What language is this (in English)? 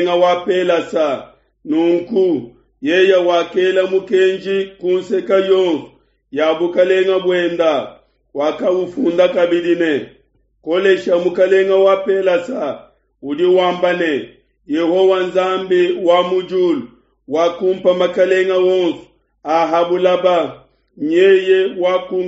Luba-Lulua